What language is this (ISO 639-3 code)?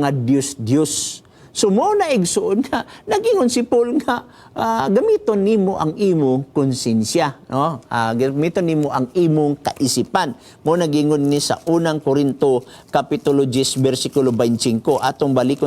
ceb